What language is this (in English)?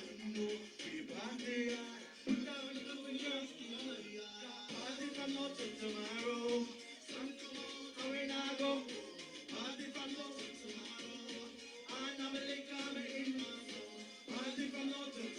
Jamaican Creole English